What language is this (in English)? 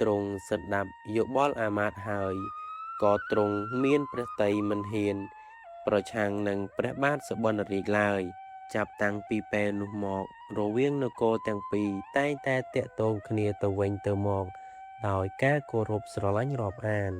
Khmer